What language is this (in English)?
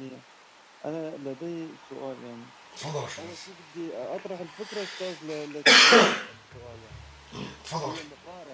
North Levantine Arabic